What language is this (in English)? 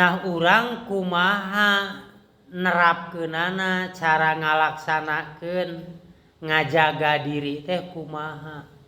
Sundanese